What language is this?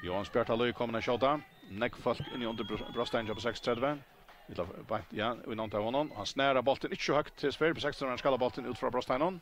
Faroese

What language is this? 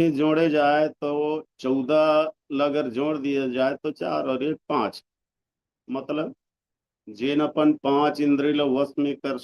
Chhattisgarhi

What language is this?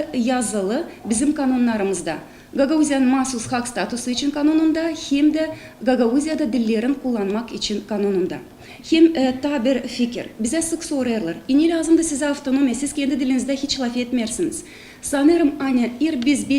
Gagauz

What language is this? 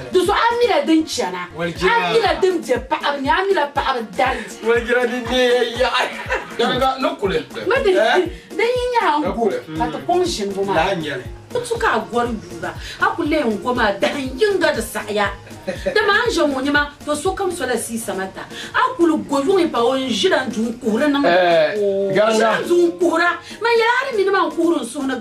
Dagbani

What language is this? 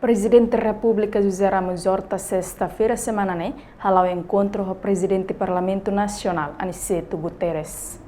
Tetum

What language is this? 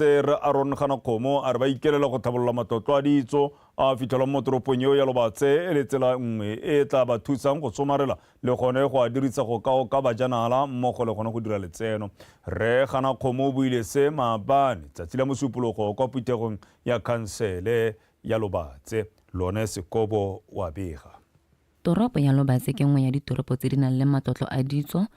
Tswana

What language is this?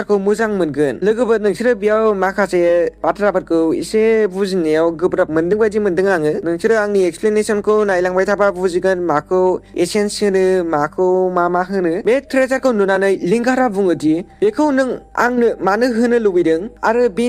Bodo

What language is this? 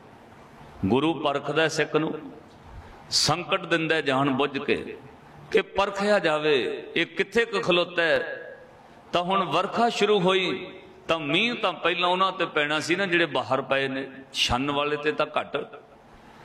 Punjabi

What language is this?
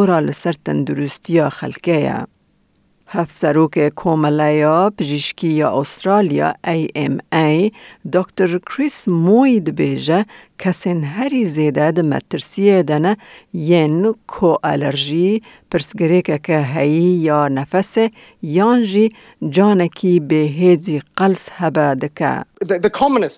Kurdish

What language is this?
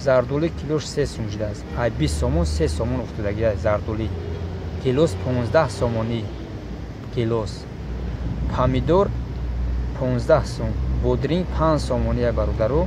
Tajik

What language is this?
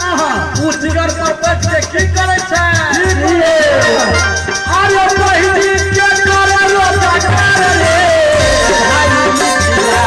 Maithili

